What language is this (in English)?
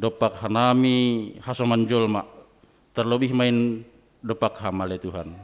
Batak Simalungun